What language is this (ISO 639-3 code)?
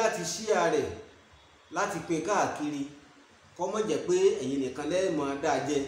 yor